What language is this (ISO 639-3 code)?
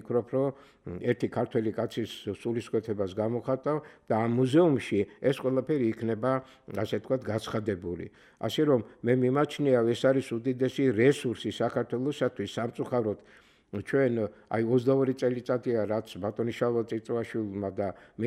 kat